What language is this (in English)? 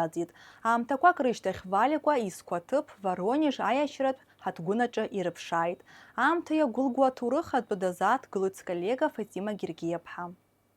Abkhazian